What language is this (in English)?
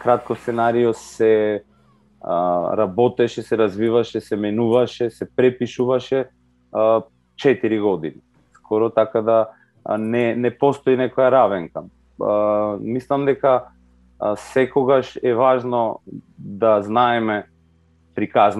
Macedonian